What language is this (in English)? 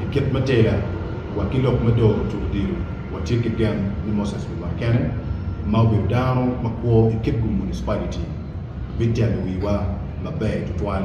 Acoli